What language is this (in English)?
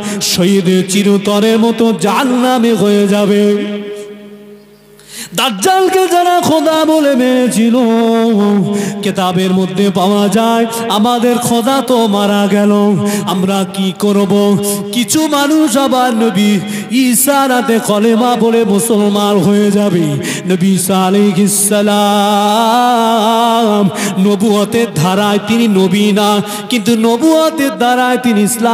Bangla